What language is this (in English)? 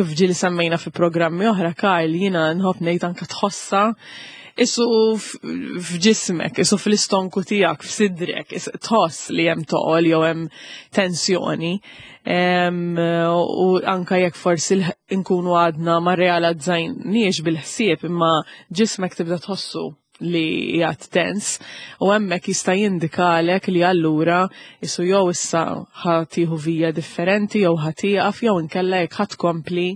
Maltese